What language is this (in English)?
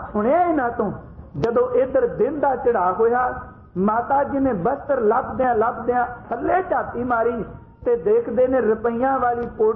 Punjabi